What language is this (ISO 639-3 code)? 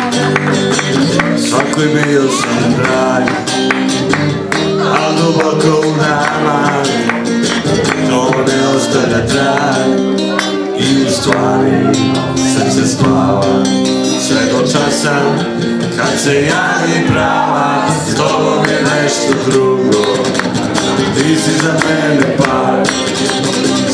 srp